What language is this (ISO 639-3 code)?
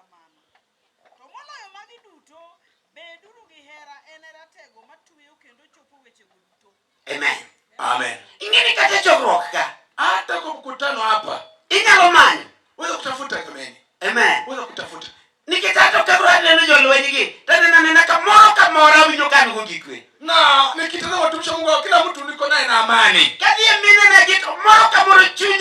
luo